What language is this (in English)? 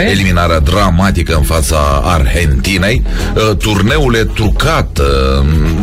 Romanian